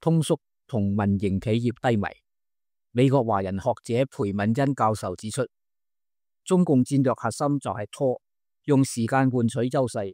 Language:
Cantonese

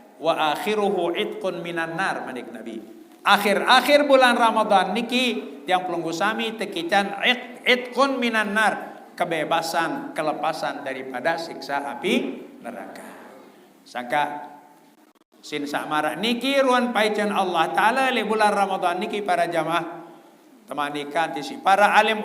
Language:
Sasak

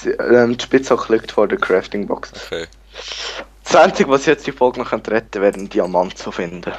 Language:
Swiss German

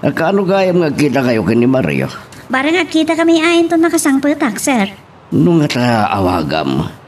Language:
Iloko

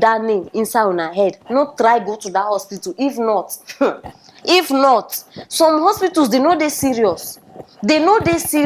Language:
Nigerian Pidgin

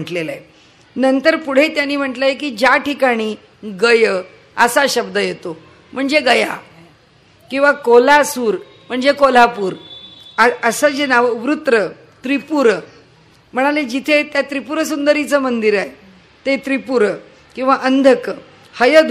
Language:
Marathi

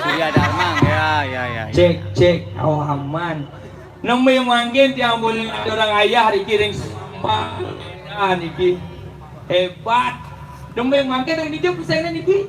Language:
Balinese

